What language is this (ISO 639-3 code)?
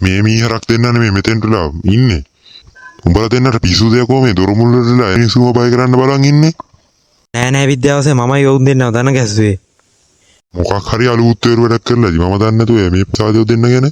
sin